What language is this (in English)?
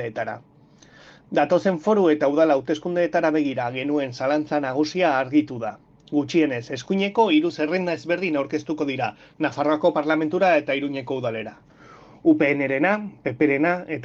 Basque